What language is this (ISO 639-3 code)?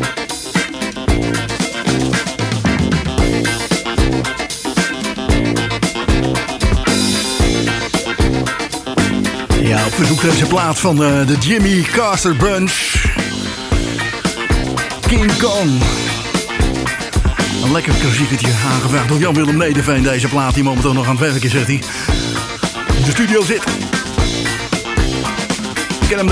nld